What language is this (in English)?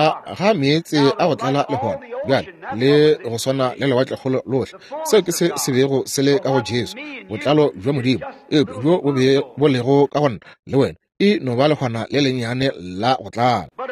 Northern Sotho